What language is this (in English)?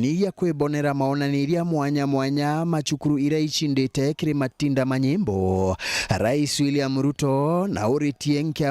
Meru